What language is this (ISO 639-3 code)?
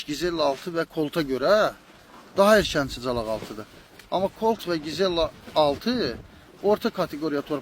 aze